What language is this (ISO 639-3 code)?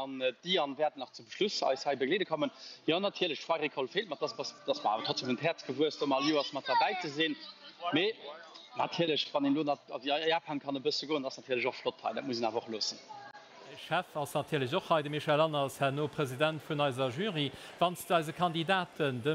ltz